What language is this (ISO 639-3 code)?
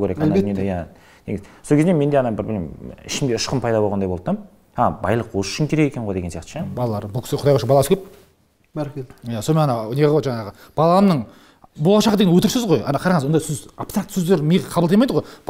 kaz